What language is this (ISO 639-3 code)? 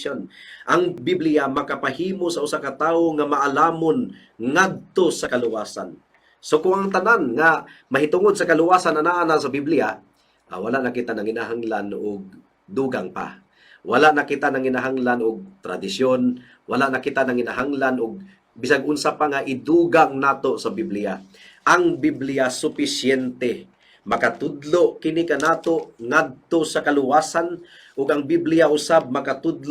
ceb